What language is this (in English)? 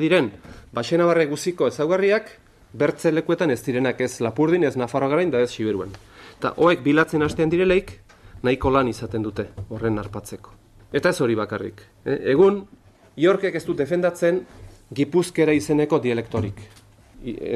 Basque